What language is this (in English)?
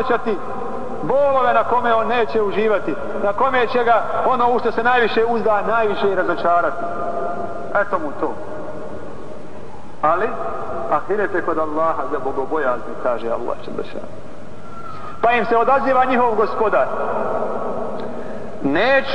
Bosnian